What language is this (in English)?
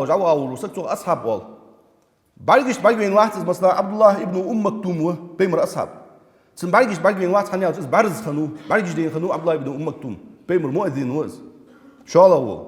Ingush